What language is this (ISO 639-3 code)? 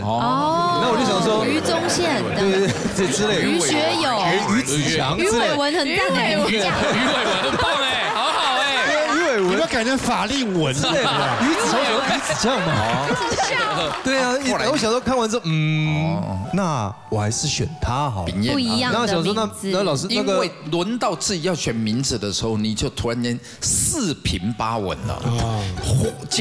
zho